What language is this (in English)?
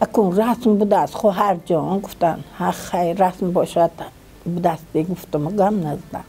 Tajik